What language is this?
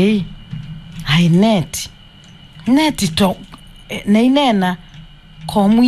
Kamba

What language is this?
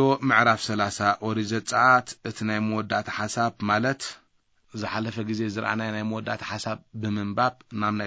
Tigrinya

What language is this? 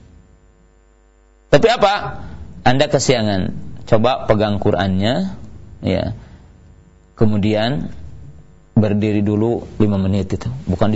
Indonesian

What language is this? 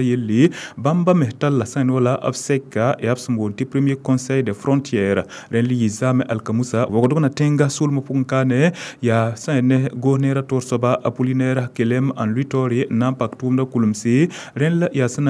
Mossi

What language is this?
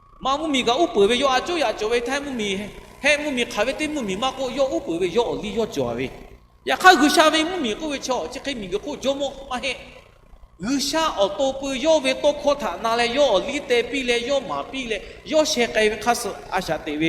Lahu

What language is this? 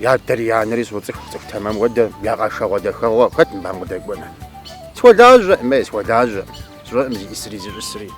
Kabardian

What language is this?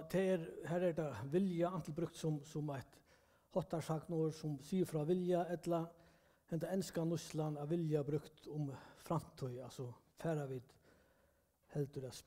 Faroese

